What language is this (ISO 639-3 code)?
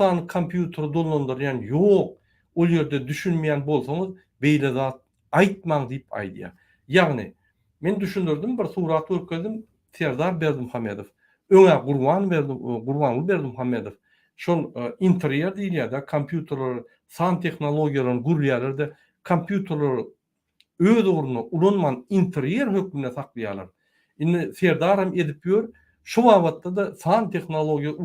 tuk